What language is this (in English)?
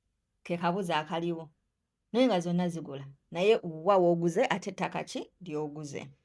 Ganda